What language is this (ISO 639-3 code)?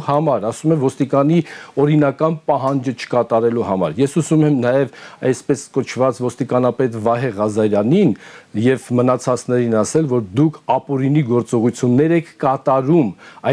hye